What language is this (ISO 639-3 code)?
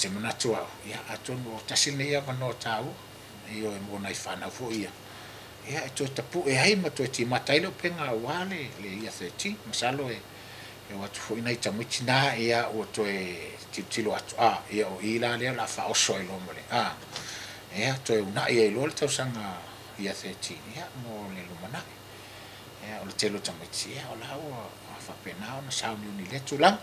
smo